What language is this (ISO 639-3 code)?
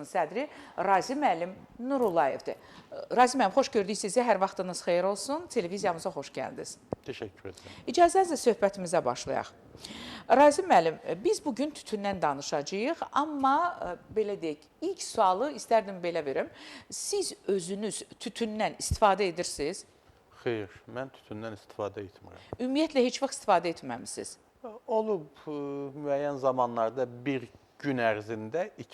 aze